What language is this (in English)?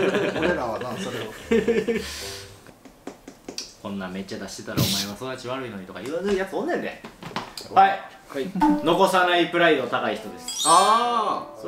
Japanese